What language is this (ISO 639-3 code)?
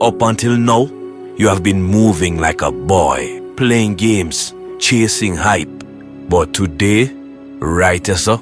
jam